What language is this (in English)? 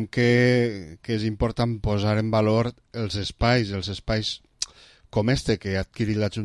Catalan